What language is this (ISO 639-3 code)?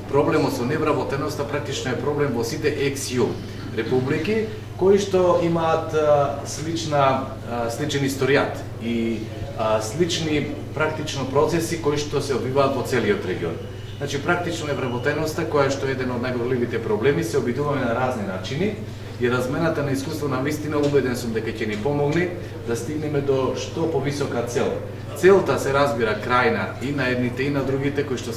mkd